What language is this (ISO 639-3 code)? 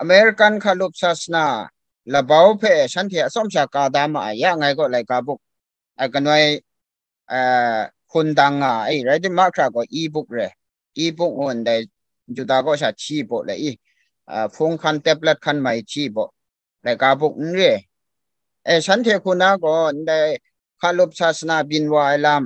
kac